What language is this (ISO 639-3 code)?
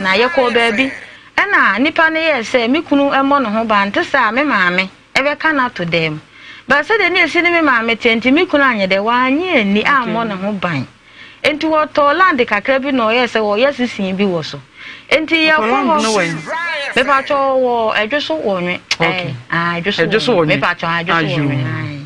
aka